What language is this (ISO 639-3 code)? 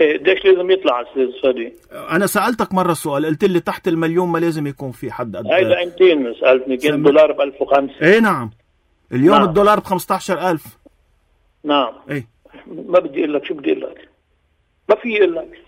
apc